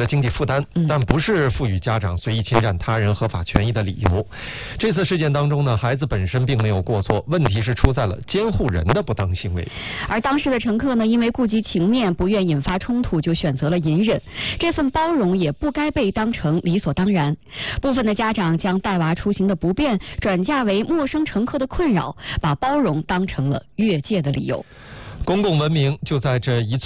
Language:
Chinese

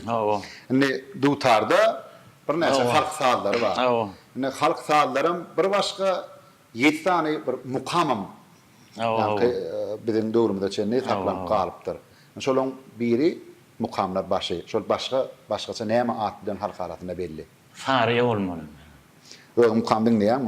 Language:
Turkmen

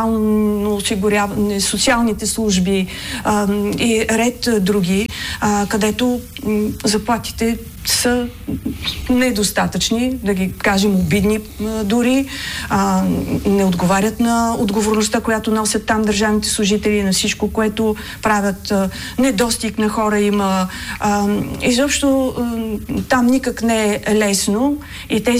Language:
Bulgarian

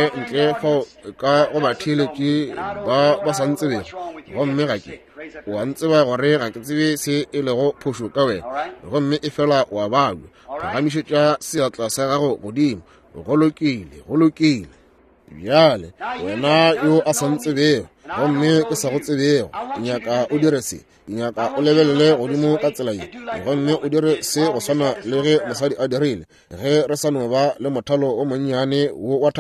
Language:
Northern Sotho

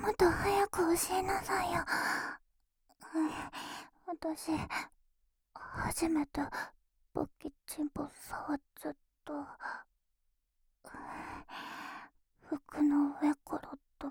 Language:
Japanese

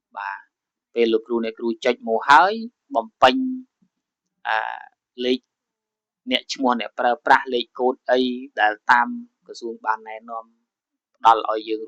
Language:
Khmer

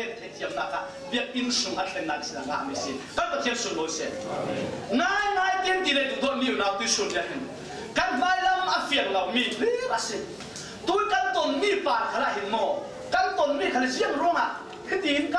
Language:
Falam Chin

